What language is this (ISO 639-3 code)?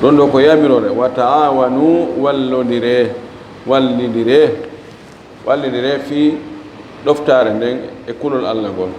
ful